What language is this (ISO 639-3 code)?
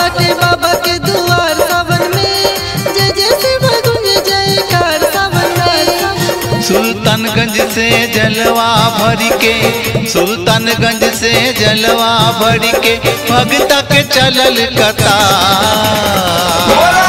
bho